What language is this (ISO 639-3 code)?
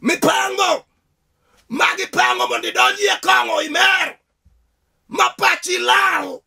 luo